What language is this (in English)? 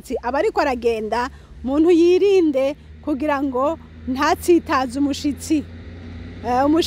Rundi